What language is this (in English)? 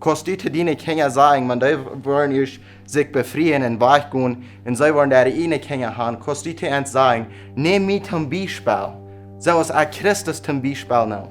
Plautdietsch